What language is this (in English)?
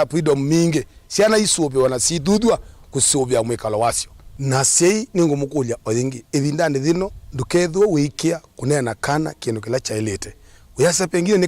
Kamba